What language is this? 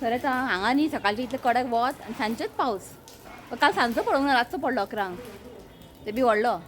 Konkani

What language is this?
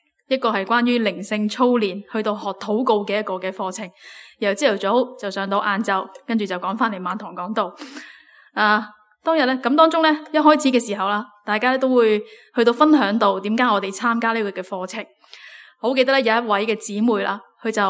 Cantonese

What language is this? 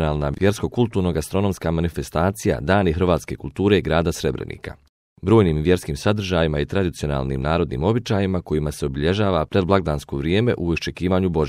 Bosnian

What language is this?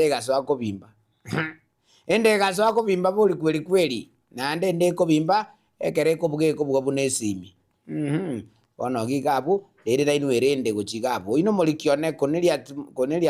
Gusii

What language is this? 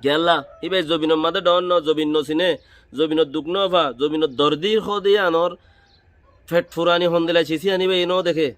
Rohingya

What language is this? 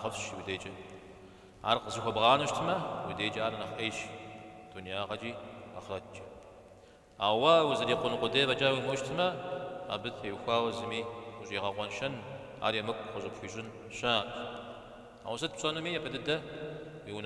Kabardian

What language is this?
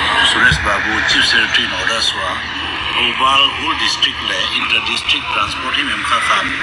Paite Chin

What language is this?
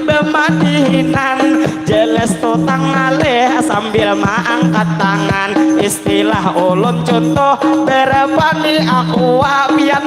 Banjar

